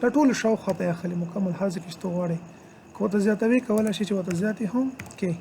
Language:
Pashto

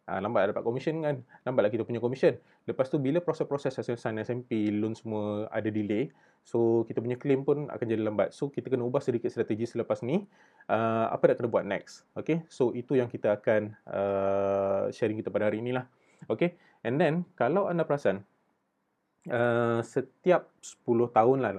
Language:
Malay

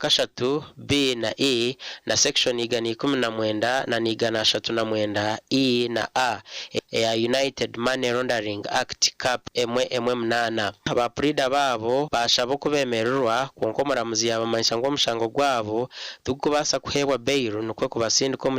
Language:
Nyankole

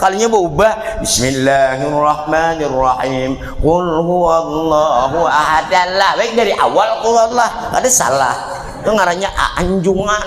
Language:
Banjar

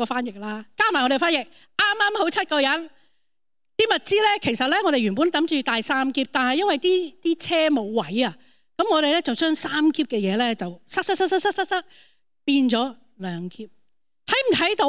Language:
Cantonese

